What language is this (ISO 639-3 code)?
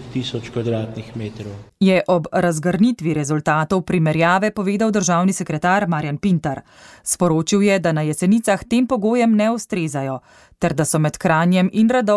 slv